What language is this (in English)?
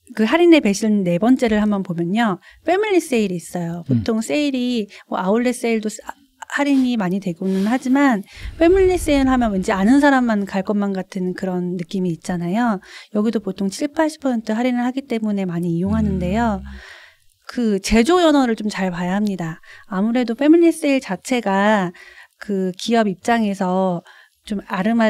Korean